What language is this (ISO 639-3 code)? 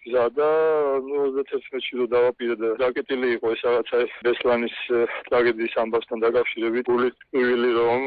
kat